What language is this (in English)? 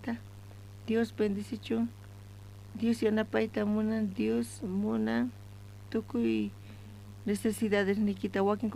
South Bolivian Quechua